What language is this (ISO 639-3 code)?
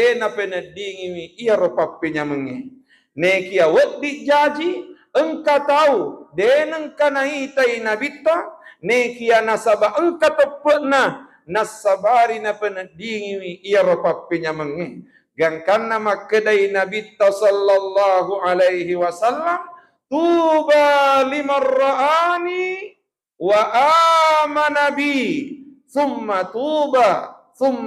bug